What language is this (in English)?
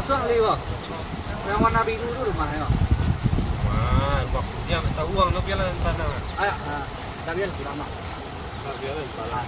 Minangkabau